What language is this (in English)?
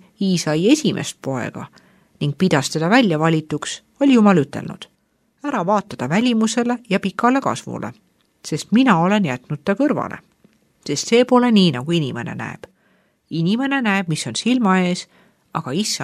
Estonian